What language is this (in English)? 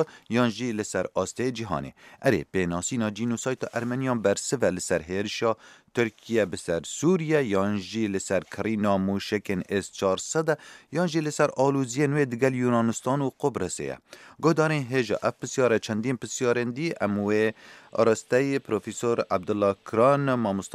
Kurdish